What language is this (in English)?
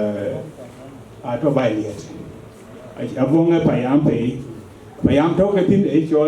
Dinka